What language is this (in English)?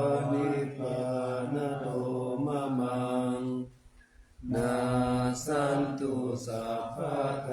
Pali